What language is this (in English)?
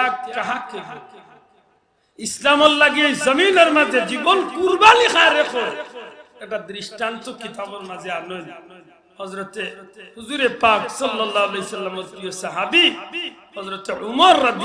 Sylheti